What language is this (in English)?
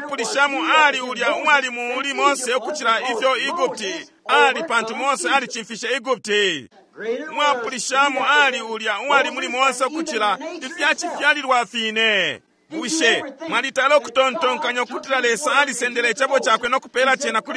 Bemba